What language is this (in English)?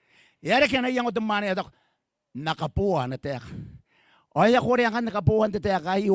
Gilbertese